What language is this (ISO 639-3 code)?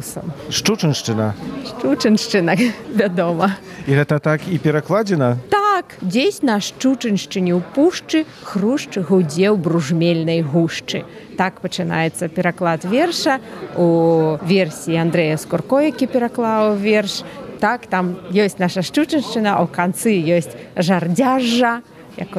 bel